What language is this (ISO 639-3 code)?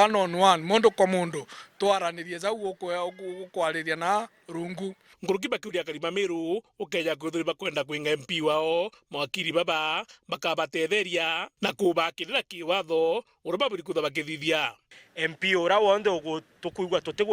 mer